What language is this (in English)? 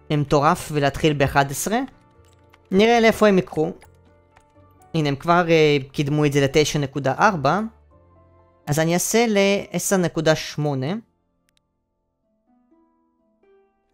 Hebrew